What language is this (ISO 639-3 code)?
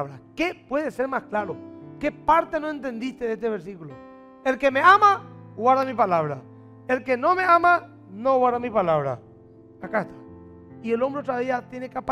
spa